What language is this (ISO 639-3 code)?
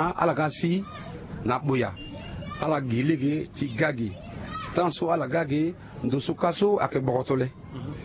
sag